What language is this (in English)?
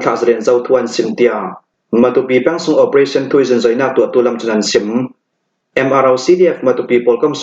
Hakha Chin